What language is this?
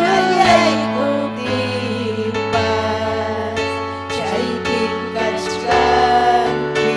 Ayacucho Quechua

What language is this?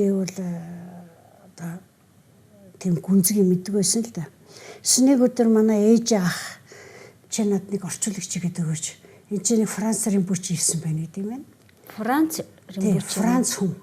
Mongolian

